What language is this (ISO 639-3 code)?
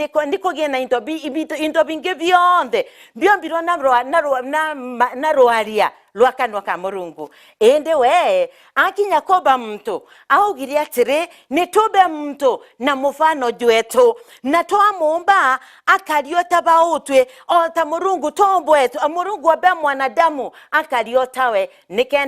mer